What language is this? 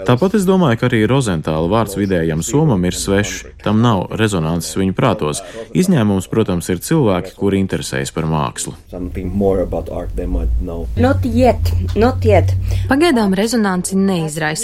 Latvian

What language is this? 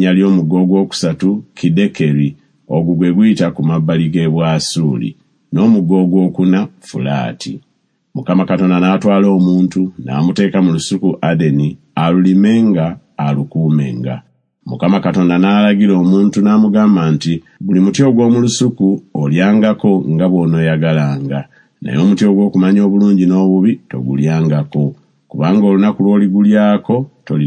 Ganda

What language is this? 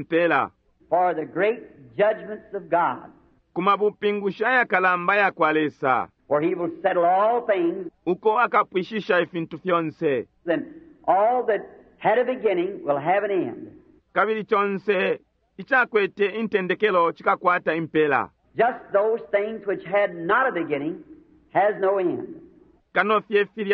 Bemba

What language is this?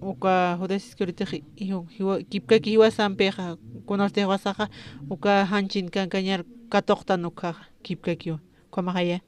Aymara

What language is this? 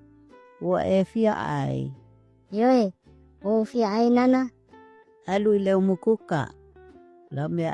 Samoan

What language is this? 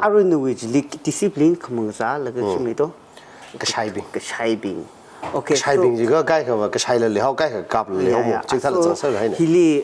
Tangkhul Naga (India)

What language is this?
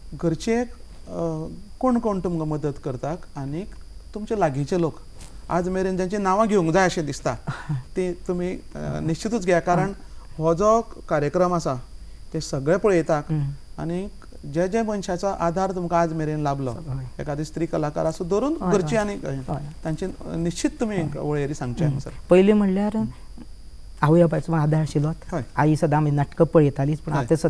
Konkani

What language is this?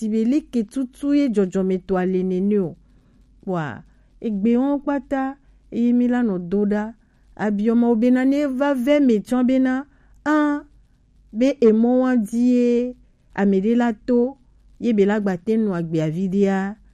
Gen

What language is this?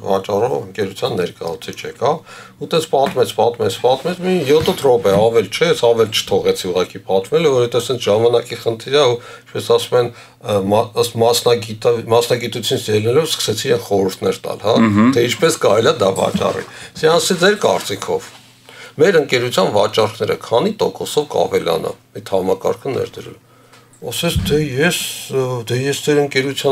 Armenian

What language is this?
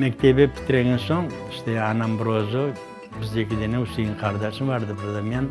Crimean Tatar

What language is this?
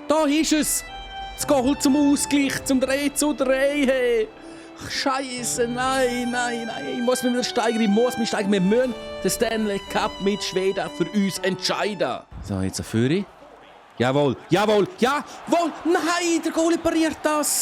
Swiss German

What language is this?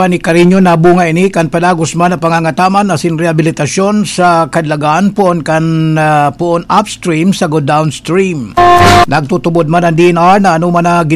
Bikol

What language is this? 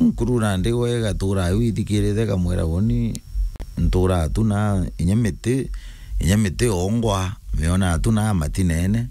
Meru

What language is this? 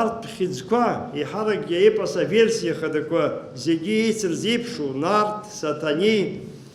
Abkhazian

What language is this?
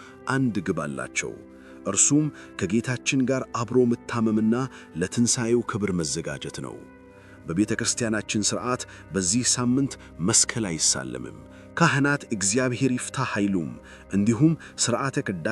Amharic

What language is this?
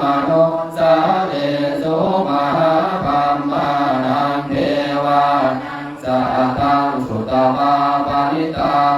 Pali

